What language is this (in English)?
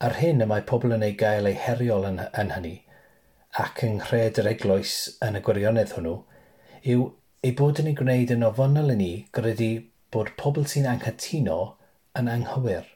Welsh